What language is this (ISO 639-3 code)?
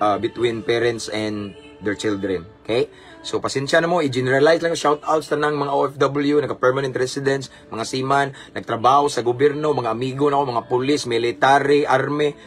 ceb